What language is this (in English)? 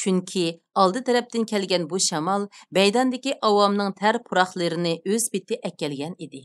Uyghur